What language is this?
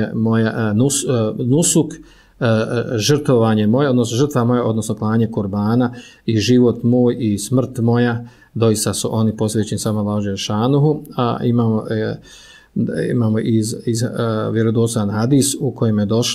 Bosnian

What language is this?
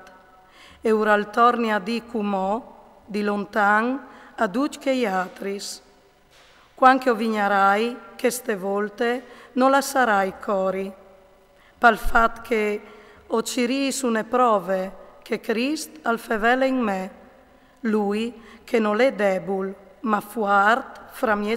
Friulian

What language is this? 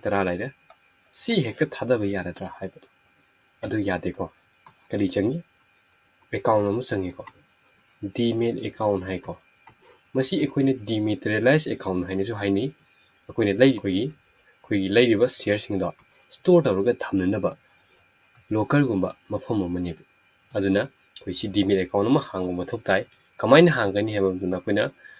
Manipuri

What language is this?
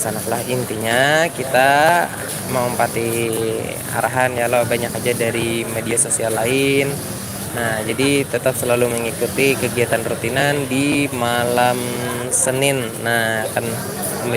Banjar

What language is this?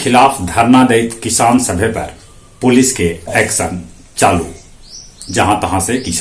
Magahi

